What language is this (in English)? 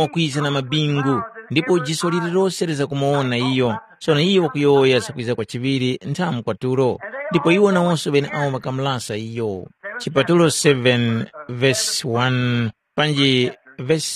Tumbuka